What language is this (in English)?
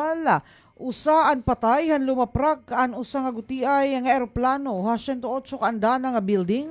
Waray